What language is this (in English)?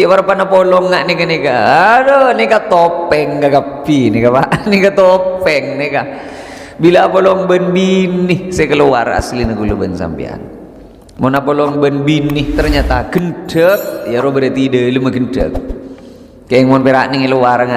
Madurese